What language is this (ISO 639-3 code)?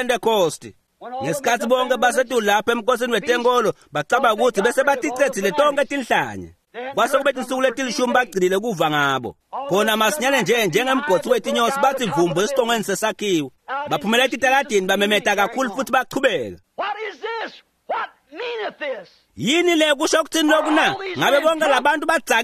ssw